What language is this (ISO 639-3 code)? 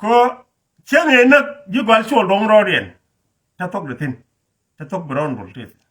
nus